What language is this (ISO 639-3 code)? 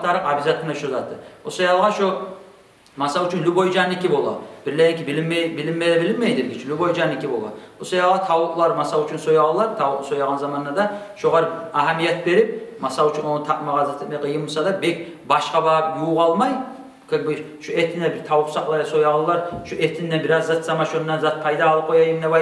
kum